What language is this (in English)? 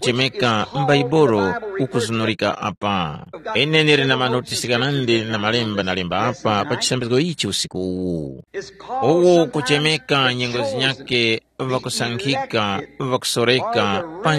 Tumbuka